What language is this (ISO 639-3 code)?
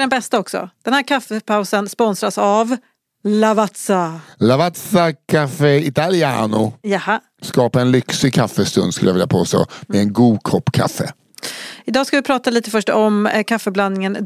swe